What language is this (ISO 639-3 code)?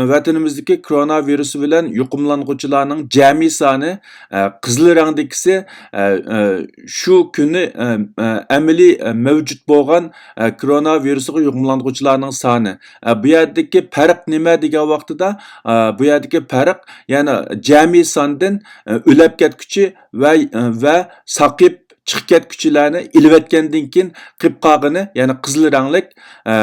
uig